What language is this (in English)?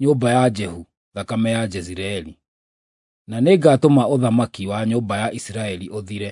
Kikuyu